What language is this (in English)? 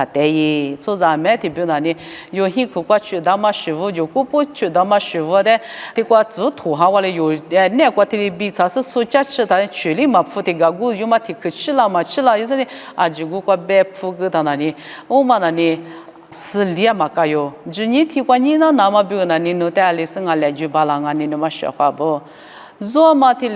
Lisu